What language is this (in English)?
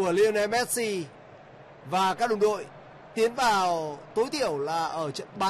Vietnamese